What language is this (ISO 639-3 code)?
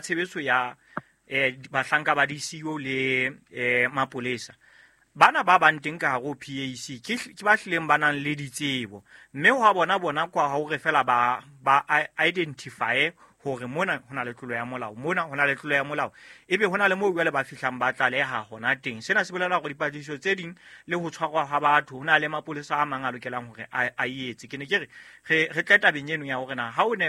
sot